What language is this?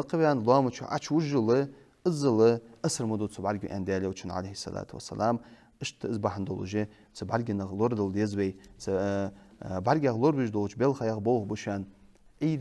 Ingush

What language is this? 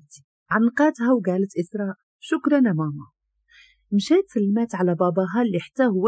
Moroccan Arabic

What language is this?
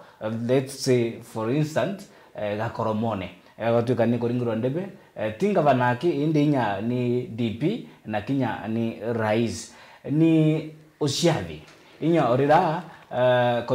Meru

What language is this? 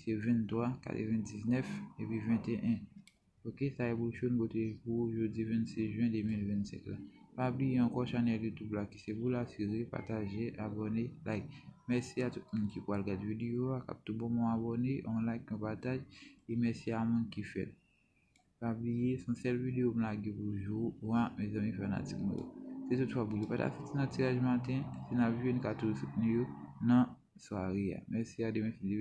Haitian Creole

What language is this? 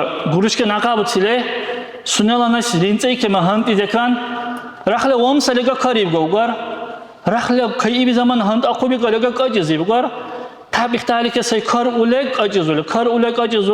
Dargwa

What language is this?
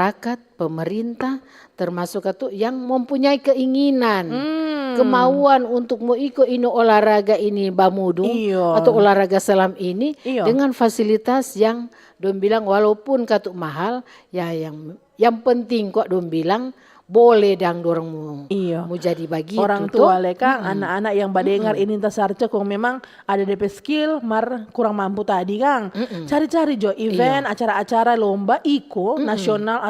Manado Malay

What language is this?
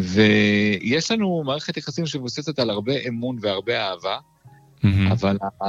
Hebrew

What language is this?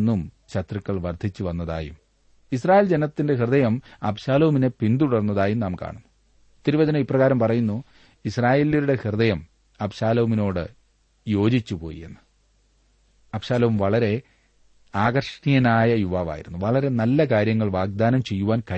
Malayalam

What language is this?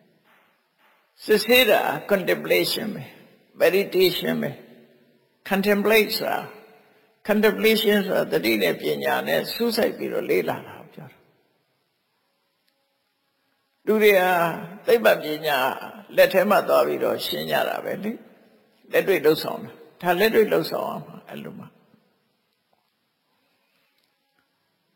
Burmese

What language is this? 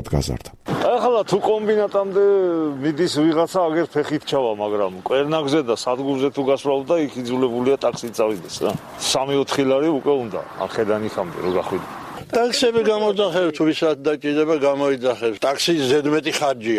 Georgian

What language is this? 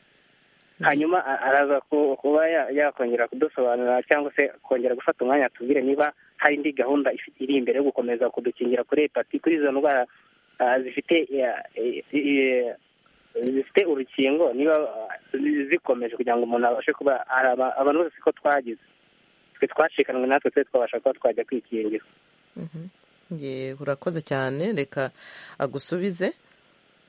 Kinyarwanda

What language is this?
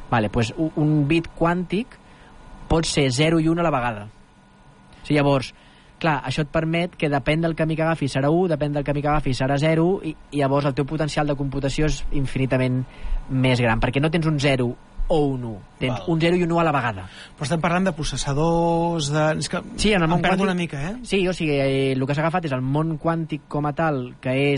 Catalan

